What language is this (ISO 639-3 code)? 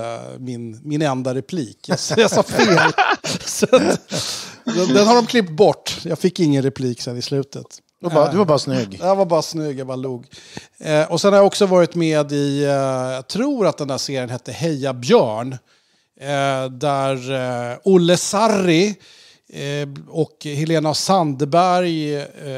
swe